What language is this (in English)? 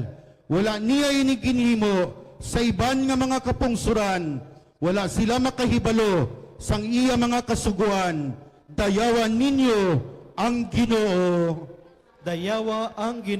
Hiligaynon